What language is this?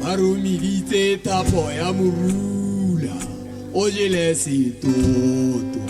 Tswana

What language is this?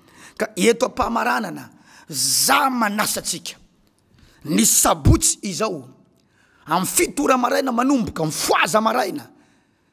Malagasy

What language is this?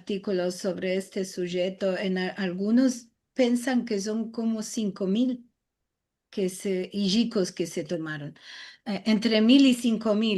Ladino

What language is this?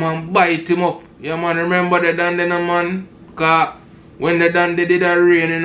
Jamaican Creole English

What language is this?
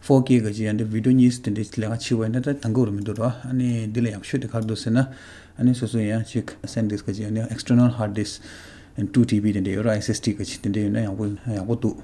Tibetan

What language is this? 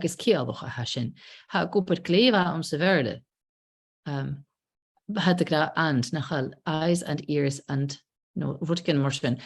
Scottish Gaelic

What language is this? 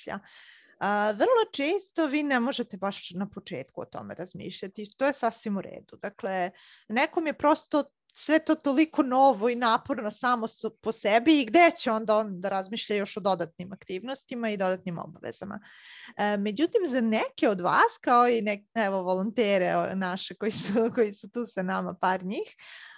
Serbian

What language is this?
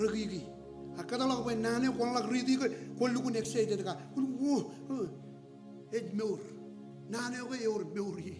Marshallese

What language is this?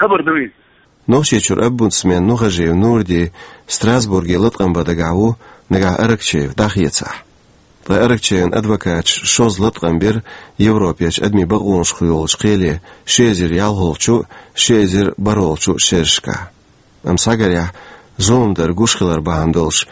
Chechen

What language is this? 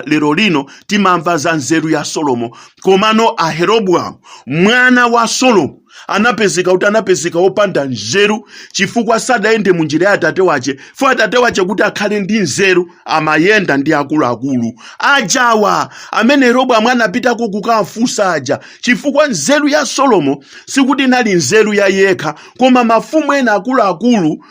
Nyanja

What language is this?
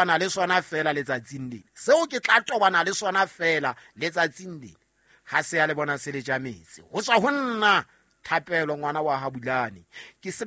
Southern Sotho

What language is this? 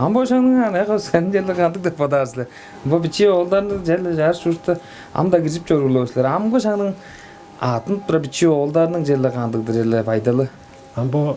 Tuvinian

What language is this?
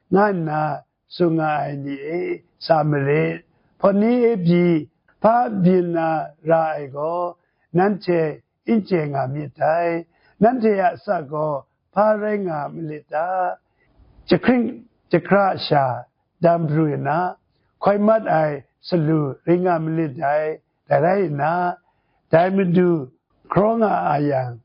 Kachin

